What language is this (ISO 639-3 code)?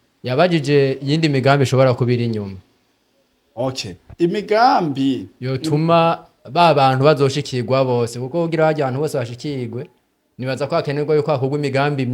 run